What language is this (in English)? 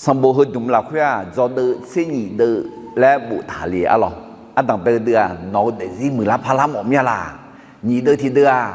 Akha